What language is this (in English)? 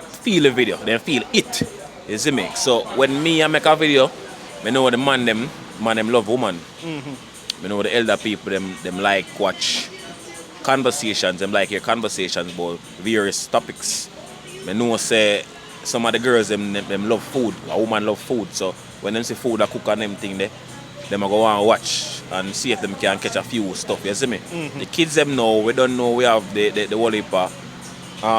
Jamaican Creole English